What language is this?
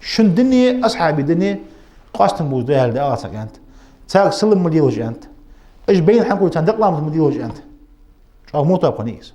Ingush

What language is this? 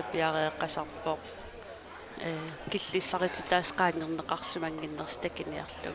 Kalaallisut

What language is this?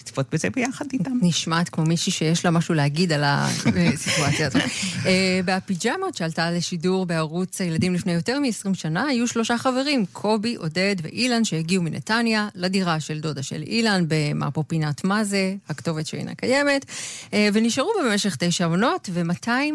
Hebrew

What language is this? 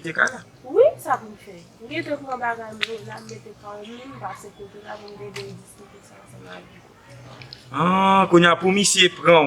Haitian Creole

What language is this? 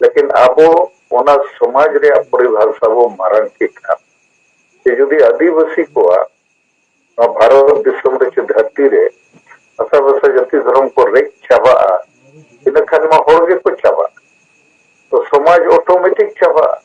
Santali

